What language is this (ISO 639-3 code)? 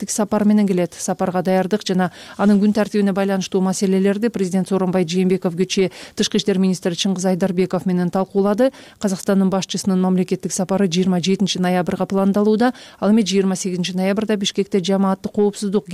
kir